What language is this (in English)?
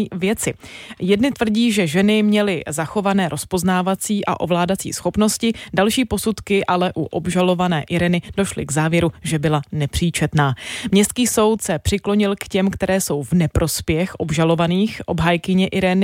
Czech